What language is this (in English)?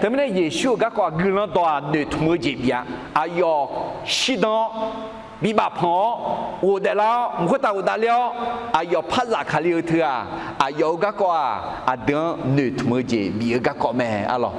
Akha